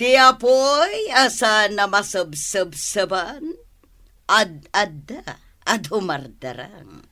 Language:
Iloko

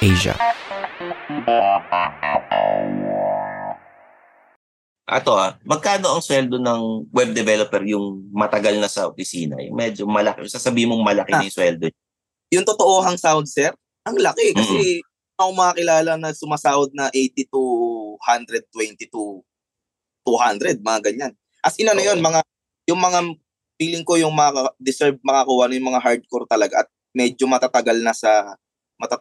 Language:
Filipino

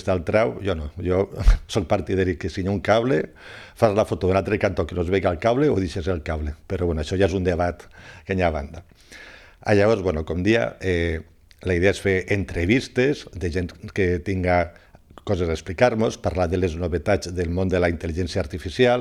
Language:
Catalan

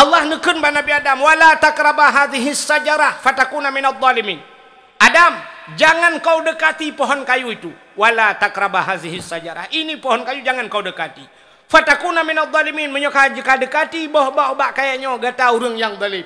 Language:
Achinese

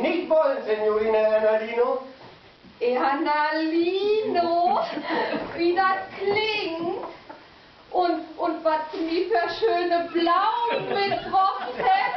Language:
Low German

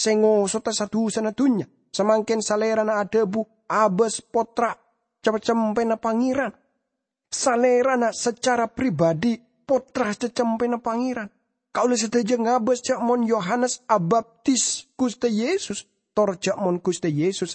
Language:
Madurese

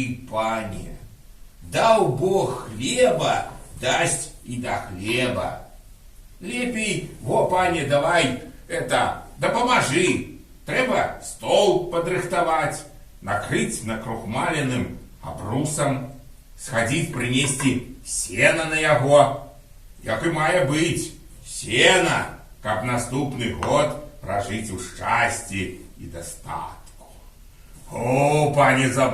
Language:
Belarusian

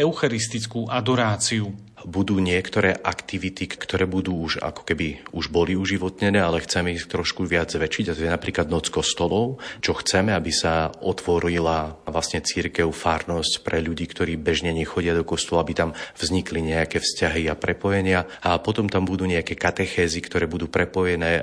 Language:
Slovak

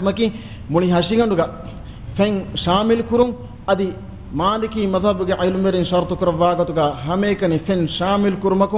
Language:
Divehi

